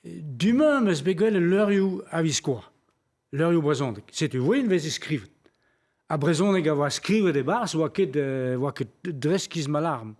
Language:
Breton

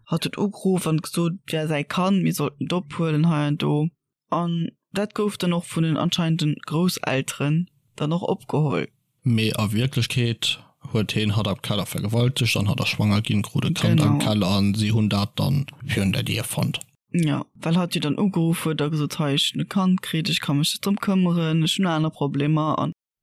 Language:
Luxembourgish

